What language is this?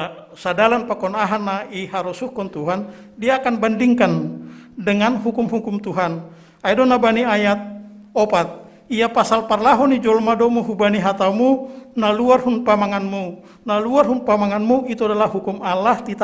Batak Simalungun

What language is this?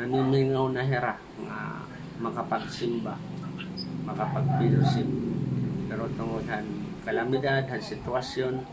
Waray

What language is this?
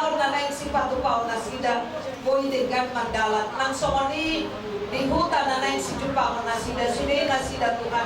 Batak Toba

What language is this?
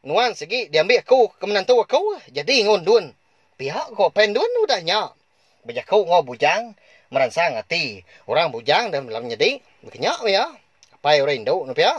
Iban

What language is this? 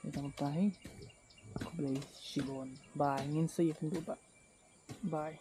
Khasi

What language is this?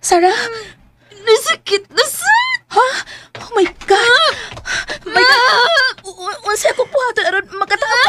Cebuano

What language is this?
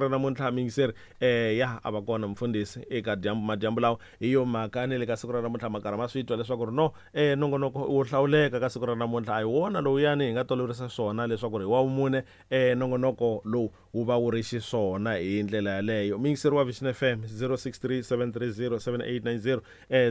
Tsonga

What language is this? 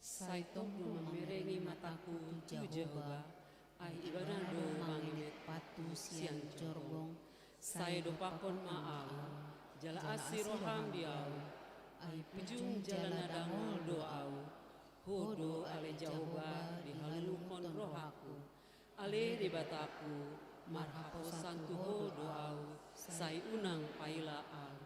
Batak Toba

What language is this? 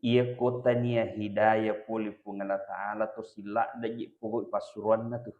Buginese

